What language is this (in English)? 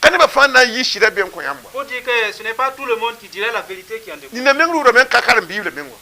Mossi